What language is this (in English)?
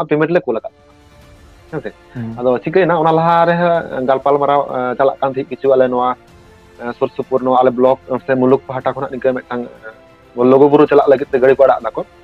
Santali